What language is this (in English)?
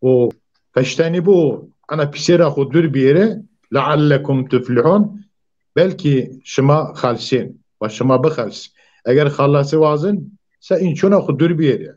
Zaza